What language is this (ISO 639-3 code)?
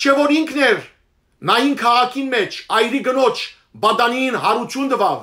hyw